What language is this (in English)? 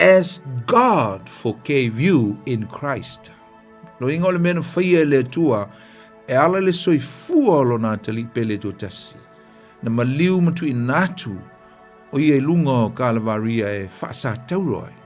Samoan